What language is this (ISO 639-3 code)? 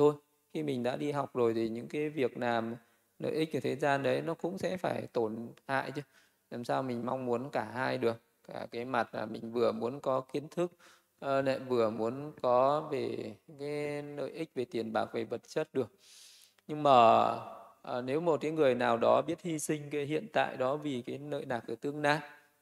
vie